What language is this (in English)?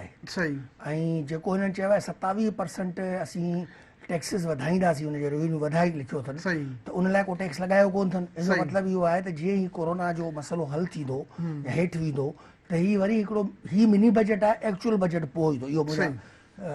Sindhi